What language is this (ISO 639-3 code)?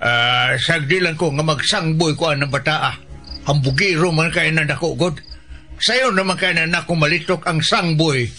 ceb